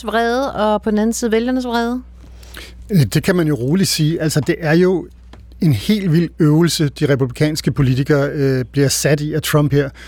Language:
Danish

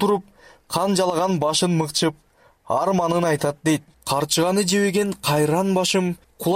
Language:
Kyrgyz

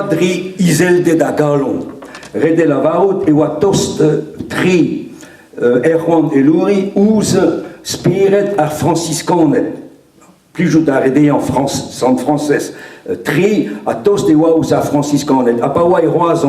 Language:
Breton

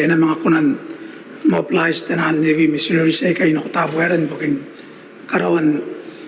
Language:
Gilbertese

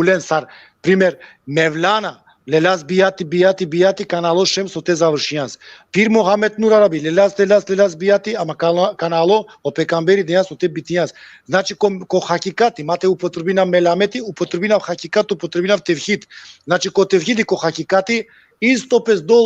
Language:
Balkan Romani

